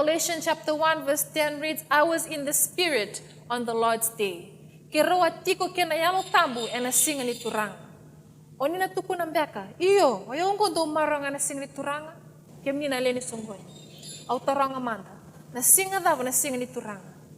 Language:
Fijian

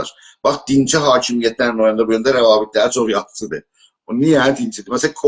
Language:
South Azerbaijani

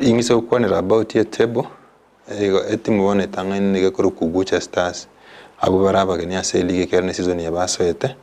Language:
Gusii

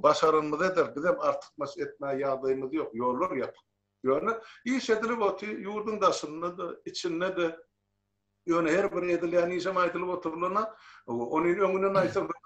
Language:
Turkmen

